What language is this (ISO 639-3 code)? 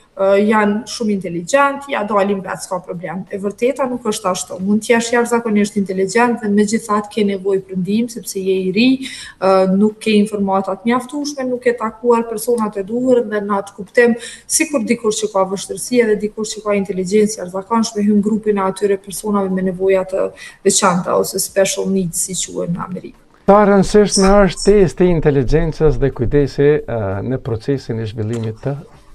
sqi